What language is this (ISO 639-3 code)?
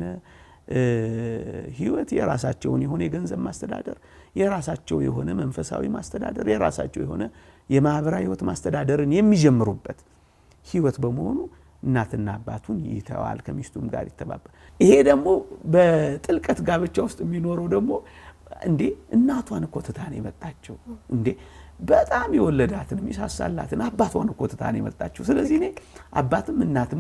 amh